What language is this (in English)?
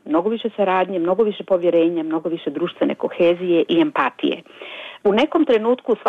Bosnian